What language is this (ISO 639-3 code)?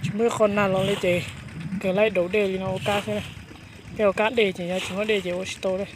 hmn